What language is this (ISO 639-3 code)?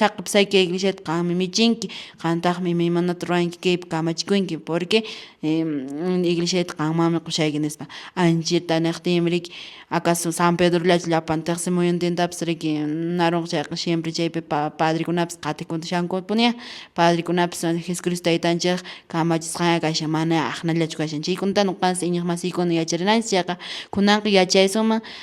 que